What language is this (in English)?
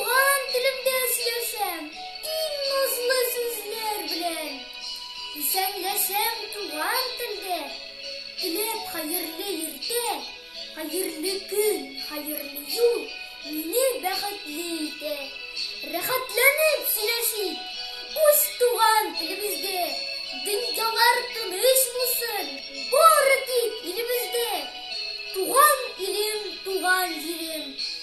Tatar